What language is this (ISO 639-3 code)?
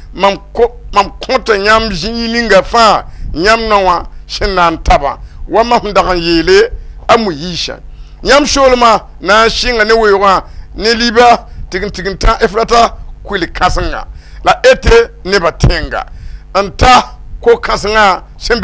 mos